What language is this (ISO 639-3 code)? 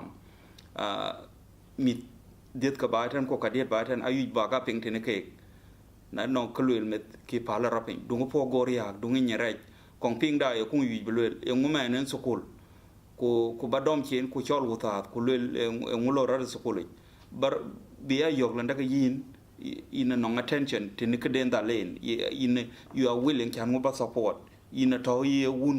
din